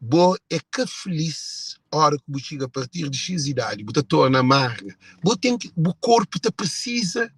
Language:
Kabuverdianu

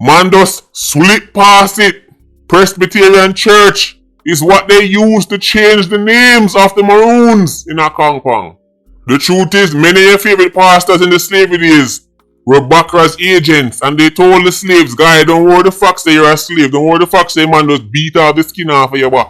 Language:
Jamaican Creole English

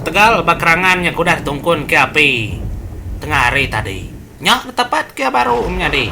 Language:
Iban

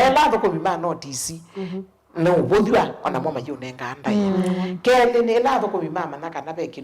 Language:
Kamba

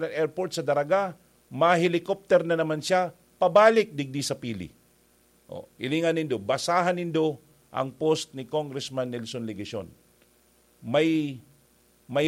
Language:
Bikol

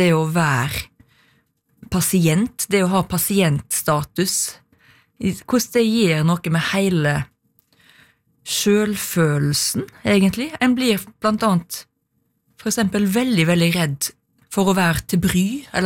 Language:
Norwegian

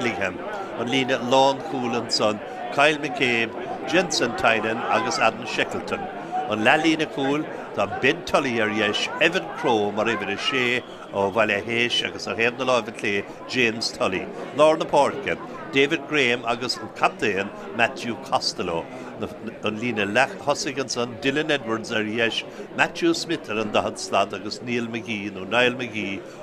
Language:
Irish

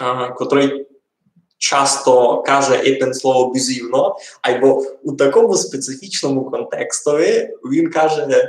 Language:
Rusyn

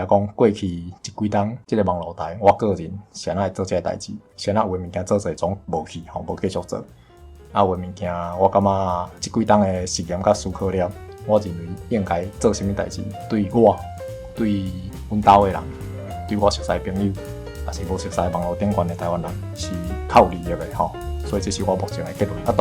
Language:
Min Nan Chinese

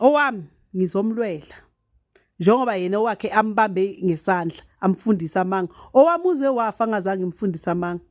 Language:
Zulu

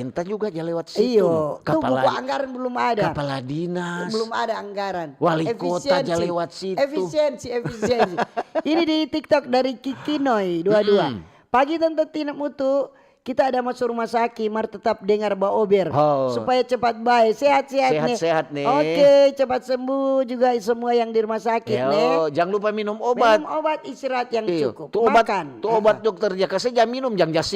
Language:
Manado Malay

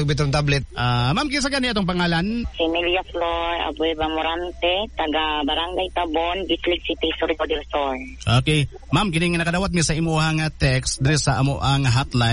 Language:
Cebuano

